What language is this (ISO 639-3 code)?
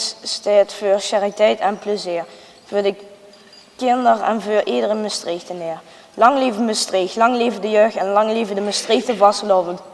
lim